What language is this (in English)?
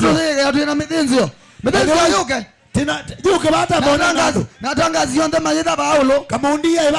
Kamba